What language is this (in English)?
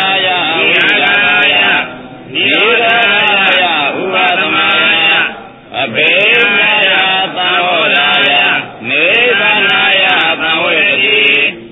Burmese